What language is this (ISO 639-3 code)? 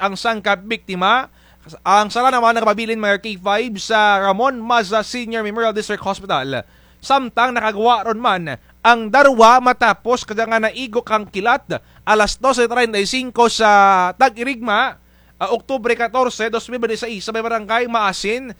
krj